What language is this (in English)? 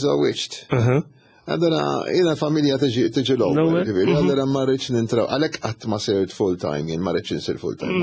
Maltese